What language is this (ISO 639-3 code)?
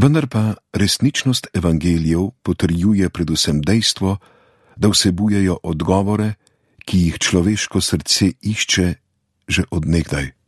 slv